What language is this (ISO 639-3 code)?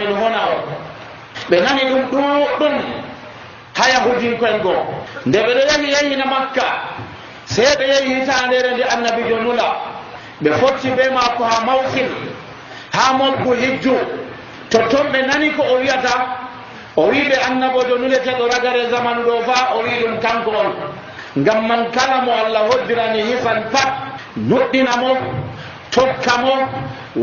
fuv